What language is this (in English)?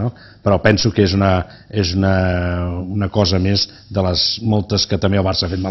Catalan